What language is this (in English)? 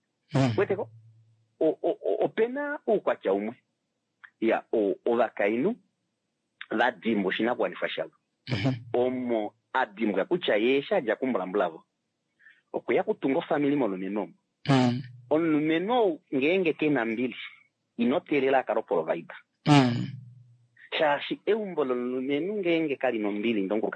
Kuanyama